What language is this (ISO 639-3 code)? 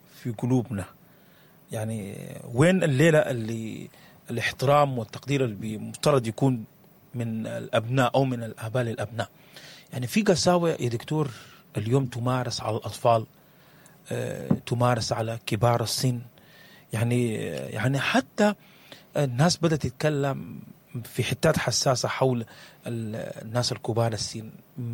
apd